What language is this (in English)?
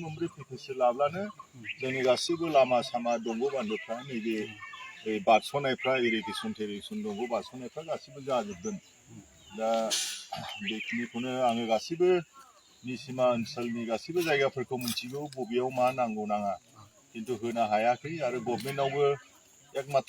Bodo